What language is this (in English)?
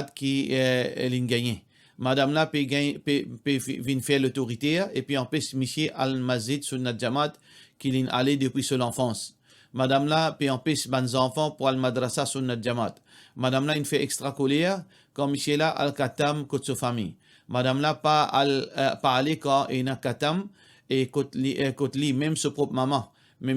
Morisyen